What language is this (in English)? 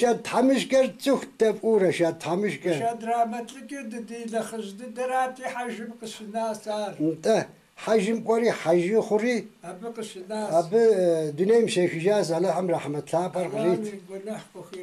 Kabardian